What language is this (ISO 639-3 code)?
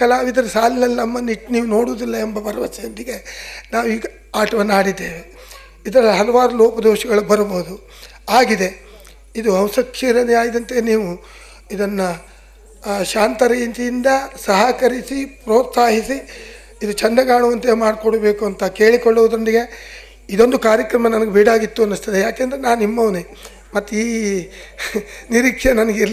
kan